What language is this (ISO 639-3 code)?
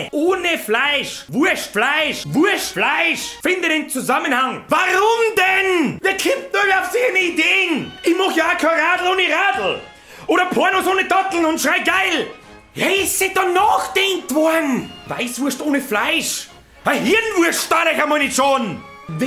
bar